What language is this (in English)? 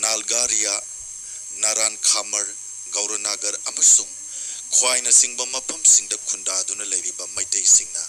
Manipuri